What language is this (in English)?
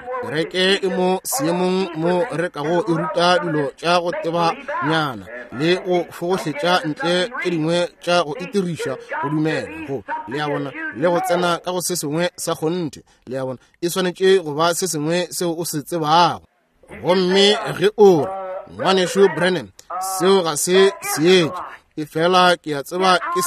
Northern Sotho